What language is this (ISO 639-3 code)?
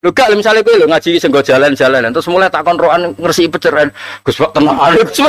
jav